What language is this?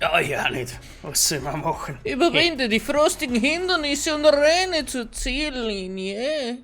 Bavarian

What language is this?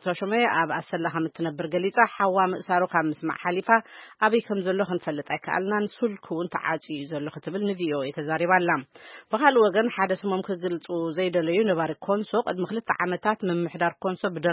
Tigrinya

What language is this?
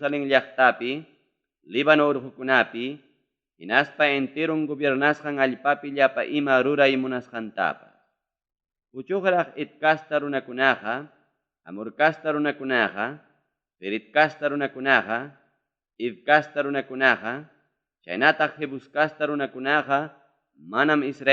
Ayacucho Quechua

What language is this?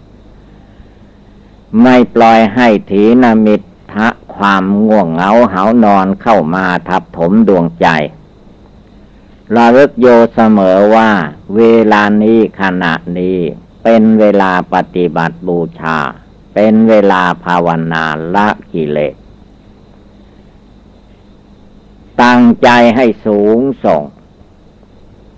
Thai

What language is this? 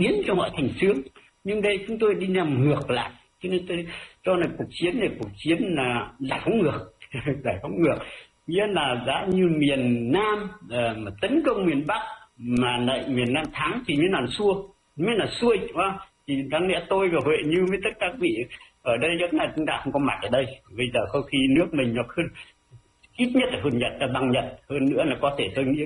Vietnamese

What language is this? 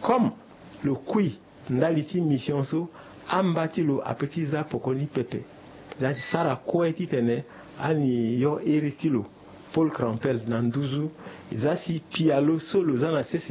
Sango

